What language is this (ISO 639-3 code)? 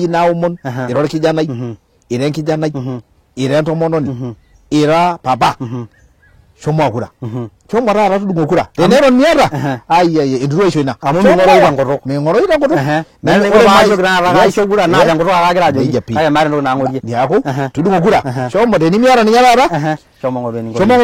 mas